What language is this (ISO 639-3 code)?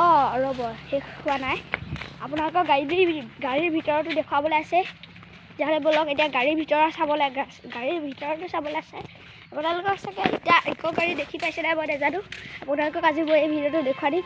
asm